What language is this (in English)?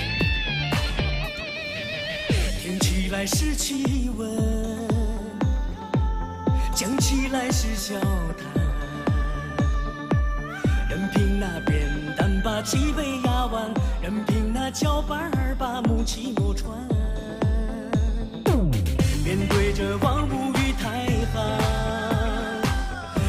Chinese